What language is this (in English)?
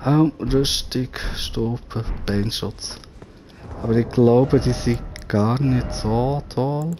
Swiss German